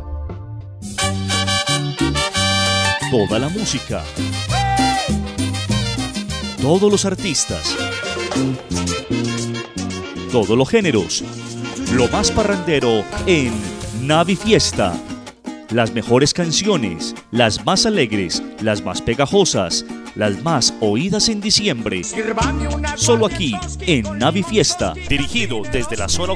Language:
Spanish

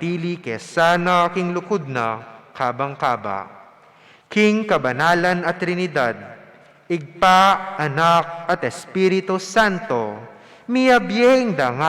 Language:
Pampanga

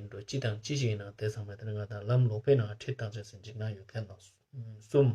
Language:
Ladakhi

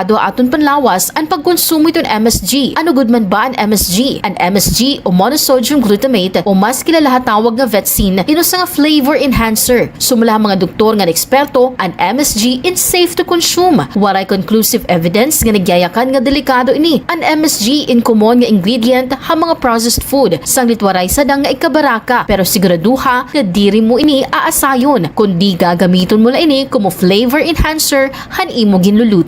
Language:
Waray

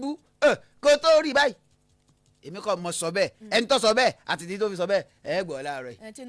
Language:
Yoruba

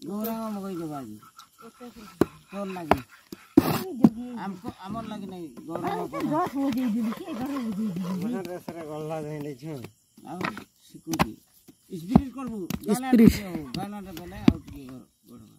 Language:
Odia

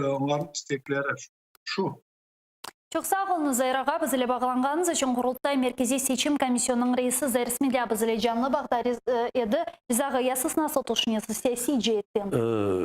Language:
Crimean Tatar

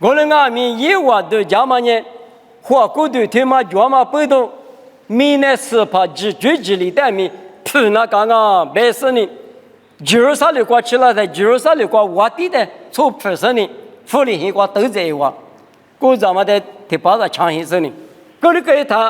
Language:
Lisu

